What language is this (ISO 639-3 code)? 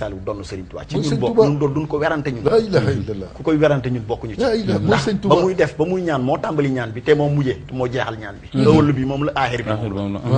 wol